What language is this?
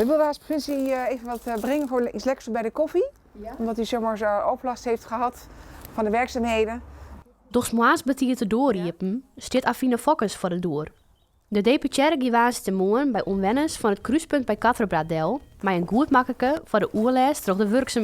Western Frisian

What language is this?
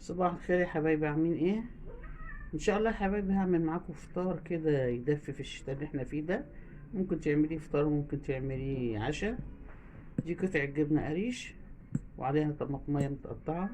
Egyptian Arabic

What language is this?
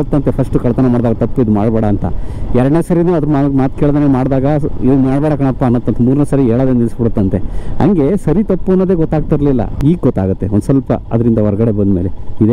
Kannada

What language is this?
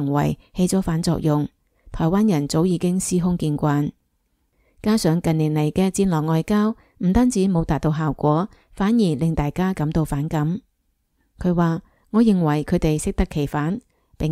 Cantonese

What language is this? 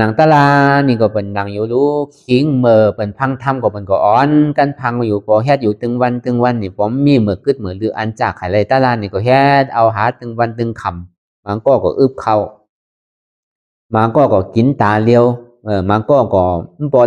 Shan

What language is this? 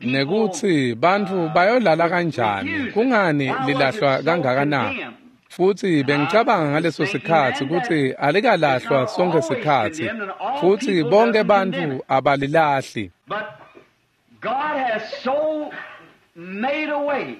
Swati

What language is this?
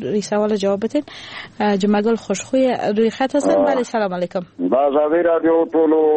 Persian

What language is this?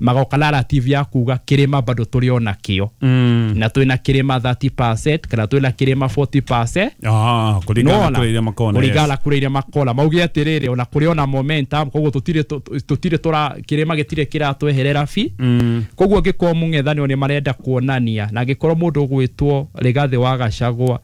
Kikuyu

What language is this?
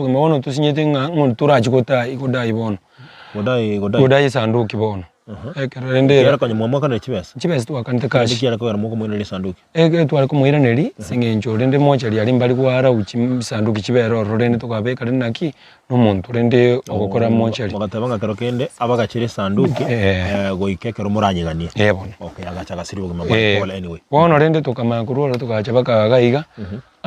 Gusii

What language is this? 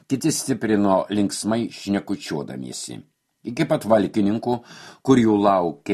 Lithuanian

